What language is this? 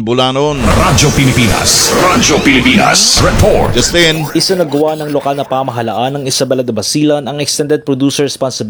Filipino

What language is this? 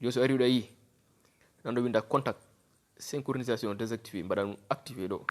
Fula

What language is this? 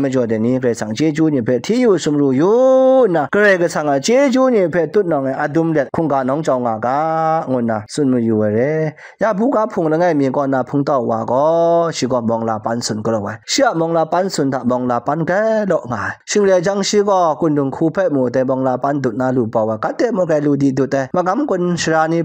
Kachin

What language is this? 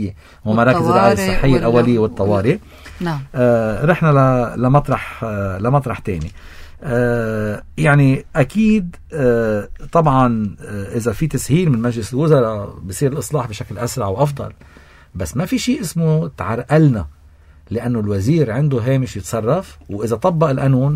North Levantine Arabic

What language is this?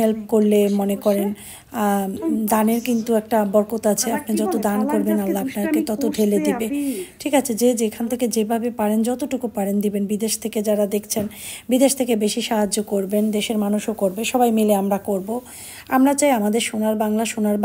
Bangla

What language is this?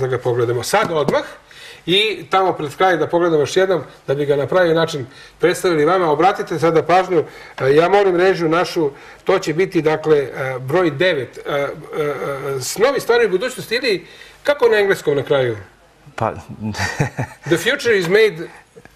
Serbian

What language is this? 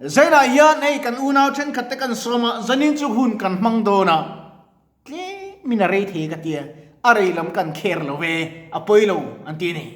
Mizo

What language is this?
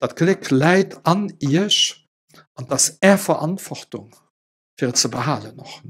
Luxembourgish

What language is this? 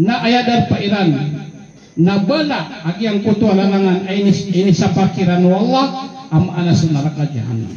Maranao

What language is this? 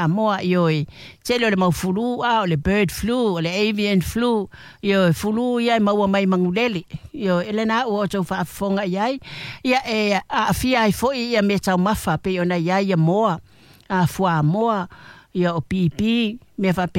Samoan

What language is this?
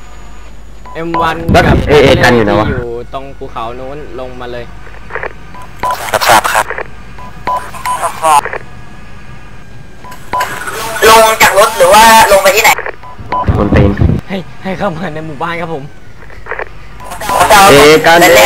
Thai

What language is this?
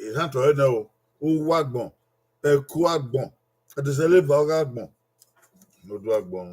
Bini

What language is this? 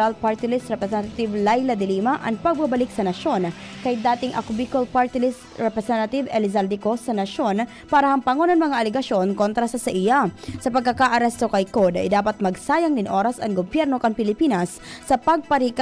Bikol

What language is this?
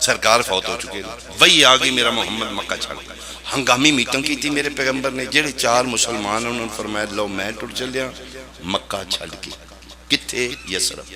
Pahari-Potwari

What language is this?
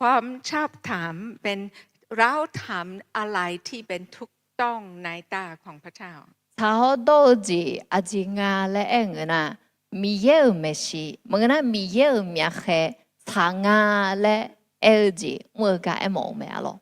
Akha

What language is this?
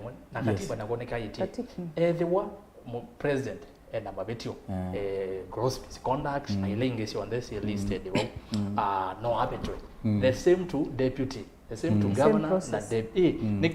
Kamba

